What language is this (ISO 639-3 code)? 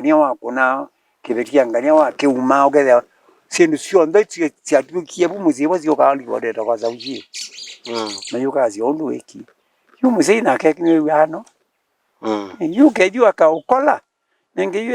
kam